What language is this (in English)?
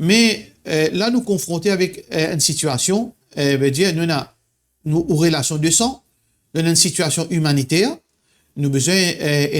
Morisyen